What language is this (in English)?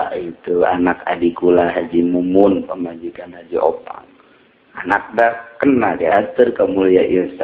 Sundanese